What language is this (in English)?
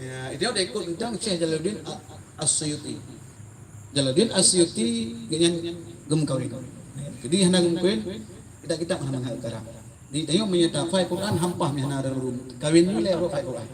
Achinese